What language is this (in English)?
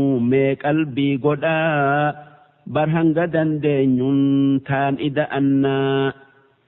Oromo